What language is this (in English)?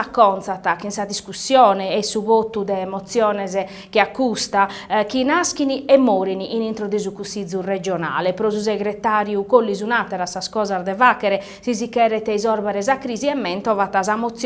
Sardinian